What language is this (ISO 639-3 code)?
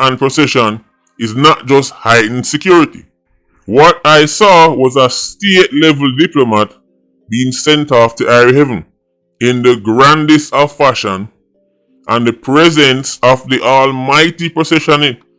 jam